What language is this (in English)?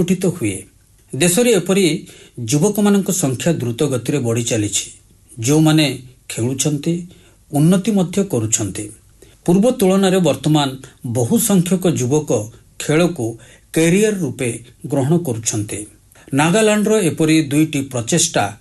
Odia